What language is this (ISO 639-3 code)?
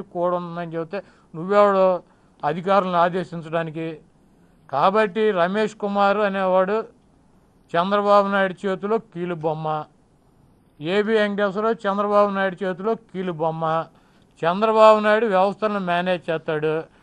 tel